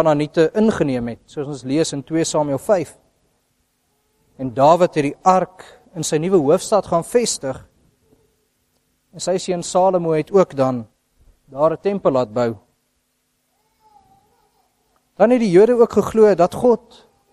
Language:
Afrikaans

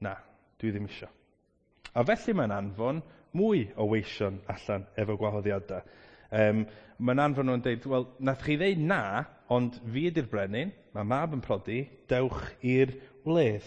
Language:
Welsh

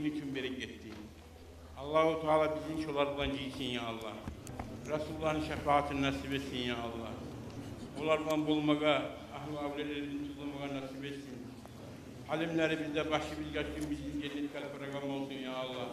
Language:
Kumyk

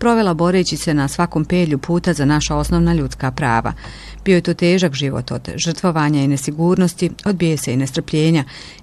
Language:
Bosnian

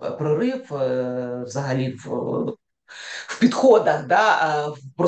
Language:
Ukrainian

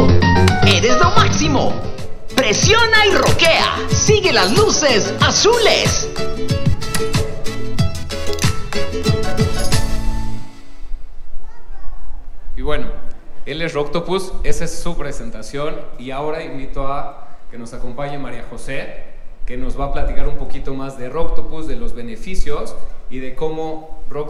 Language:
Spanish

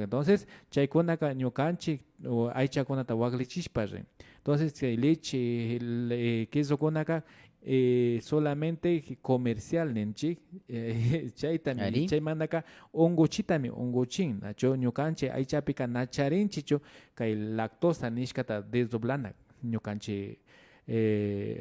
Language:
Imbabura Highland Quichua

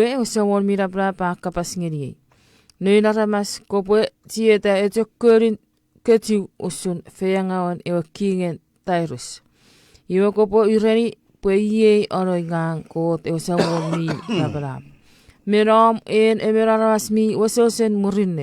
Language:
Chuukese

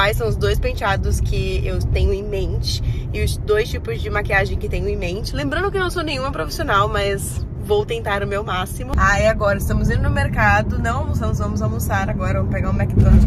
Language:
Portuguese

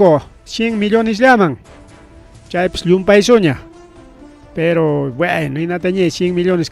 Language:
Ayacucho Quechua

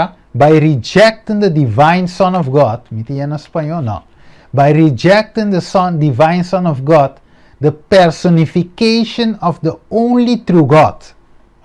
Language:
Papiamento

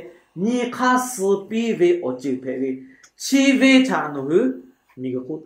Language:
Lahu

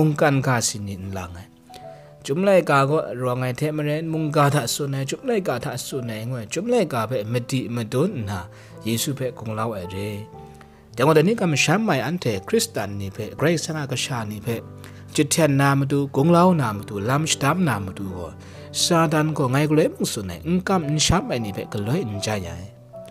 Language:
Kachin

